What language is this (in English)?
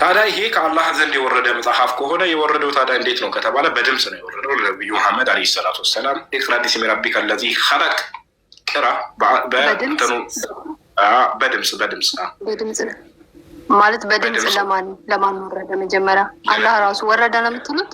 Amharic